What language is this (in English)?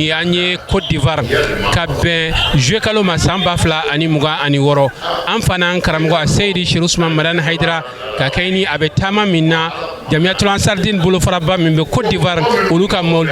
Bambara